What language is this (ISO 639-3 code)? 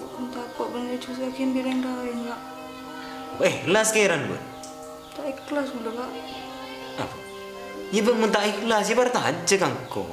mad